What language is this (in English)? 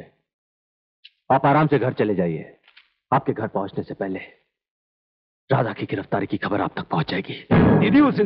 Hindi